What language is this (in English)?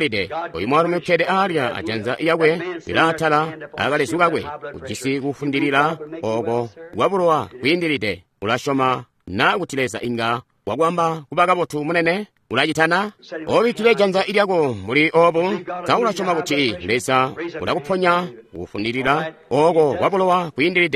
Tonga (Zambia)